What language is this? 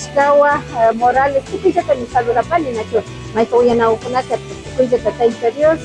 Imbabura Highland Quichua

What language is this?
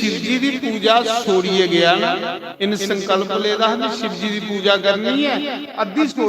Dogri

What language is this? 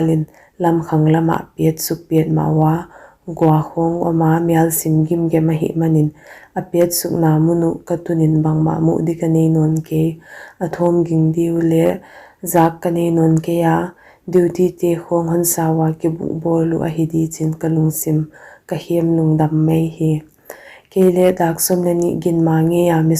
Paite Chin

